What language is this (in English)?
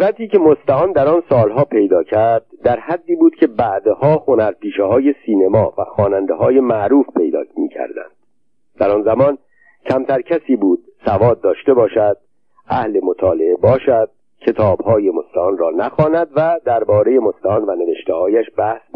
Persian